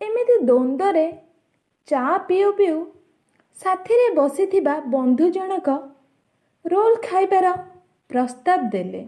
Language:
Odia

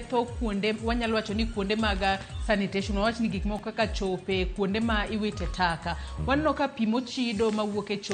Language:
Luo (Kenya and Tanzania)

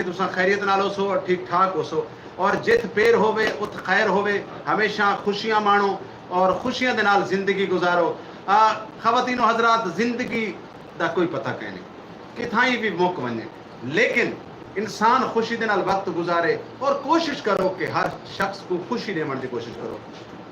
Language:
Saraiki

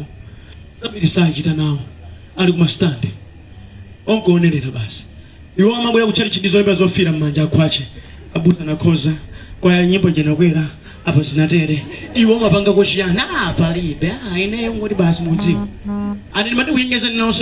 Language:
Nyanja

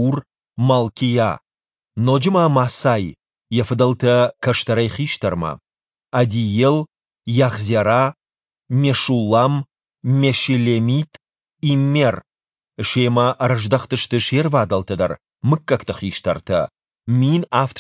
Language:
Ossetic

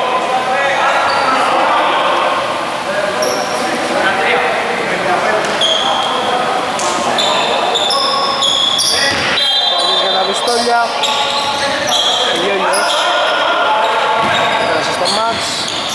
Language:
Greek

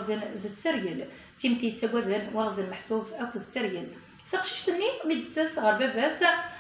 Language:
Kabyle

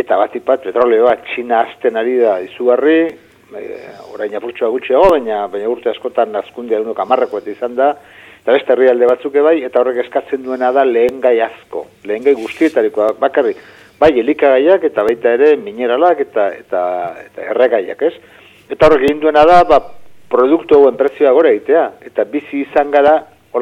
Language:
Basque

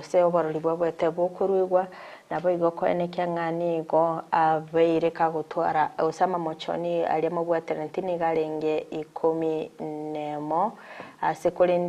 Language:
Gusii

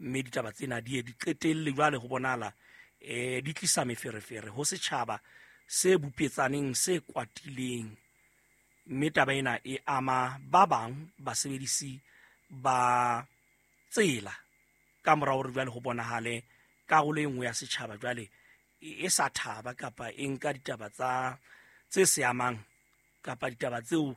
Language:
Southern Sotho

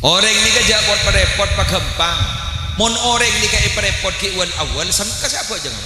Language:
Madurese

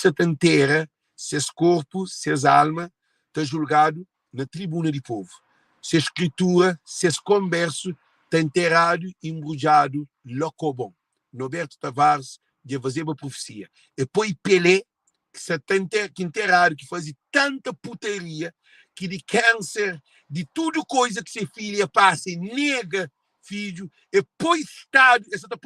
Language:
Kabuverdianu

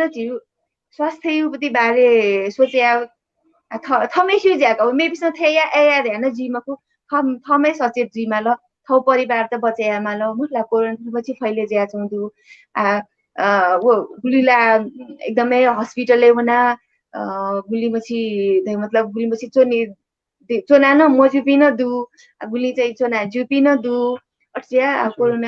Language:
Newari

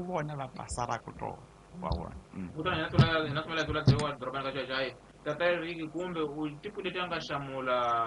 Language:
Tsonga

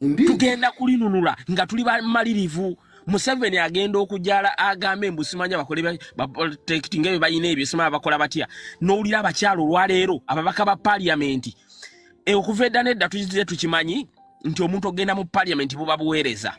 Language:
Ganda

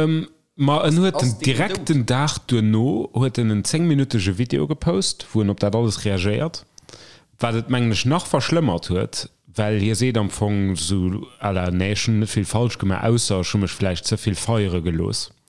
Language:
Luxembourgish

